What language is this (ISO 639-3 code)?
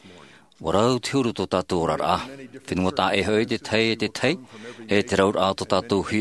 tah